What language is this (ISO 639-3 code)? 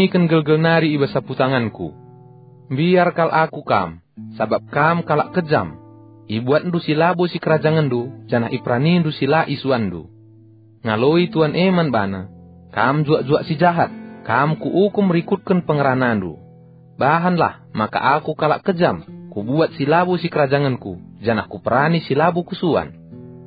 btx